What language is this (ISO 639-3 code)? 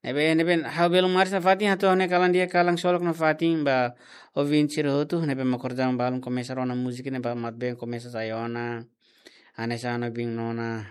tet